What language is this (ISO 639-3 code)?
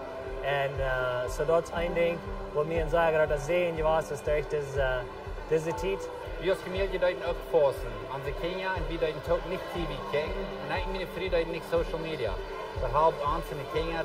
pdt